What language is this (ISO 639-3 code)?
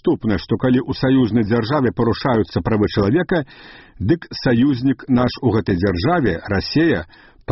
bel